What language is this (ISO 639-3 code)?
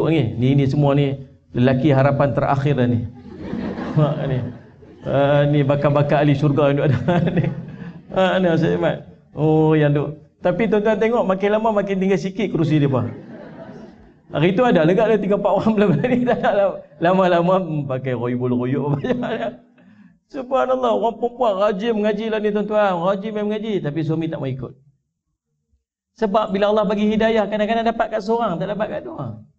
msa